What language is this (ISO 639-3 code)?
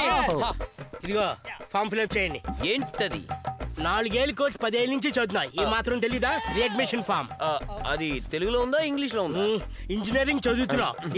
tel